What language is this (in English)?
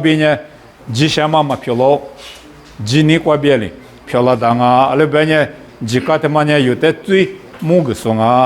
Lisu